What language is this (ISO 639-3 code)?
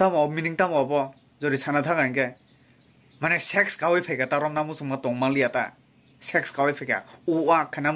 trp